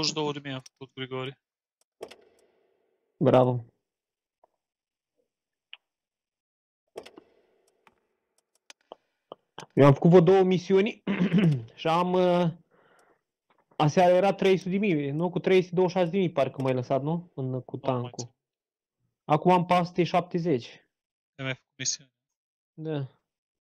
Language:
Romanian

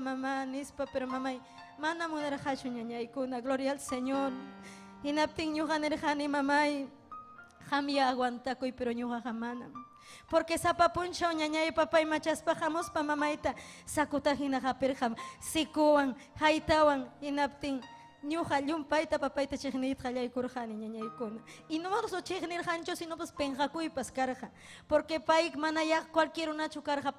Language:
Ayacucho Quechua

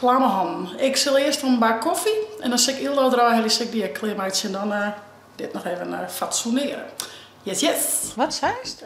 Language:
Western Frisian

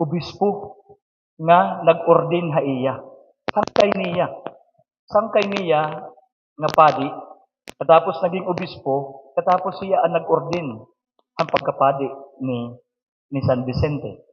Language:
Waray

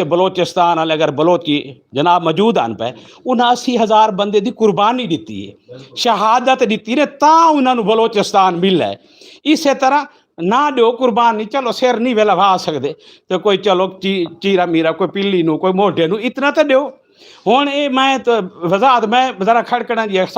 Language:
Saraiki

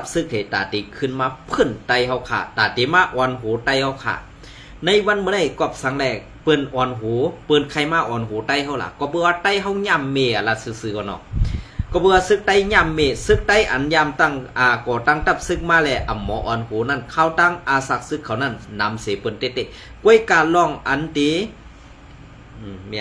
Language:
Shan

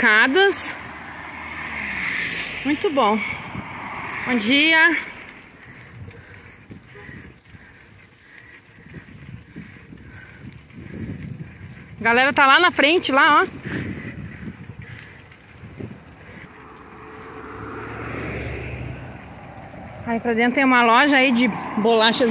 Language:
Portuguese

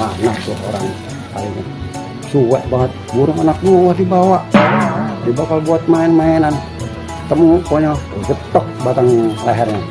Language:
Betawi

